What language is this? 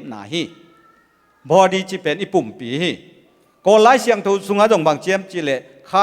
Tedim Chin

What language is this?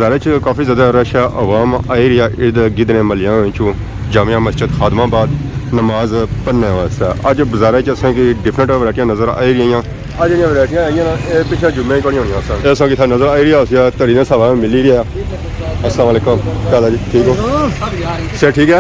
Pahari-Potwari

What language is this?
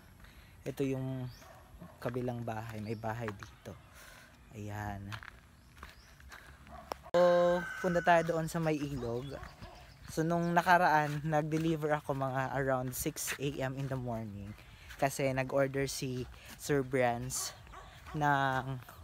Filipino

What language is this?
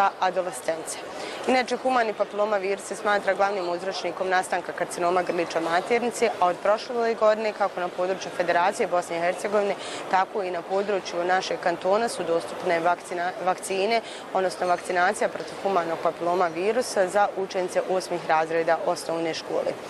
Bosnian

